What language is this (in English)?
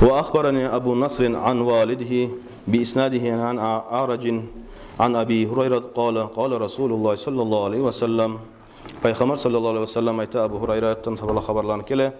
Kumyk